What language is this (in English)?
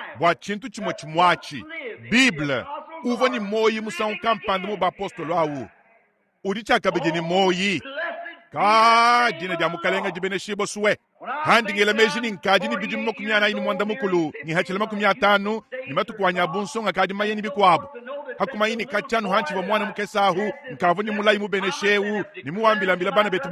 Luba-Lulua